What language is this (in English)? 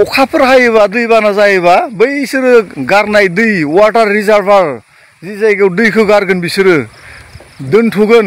Bodo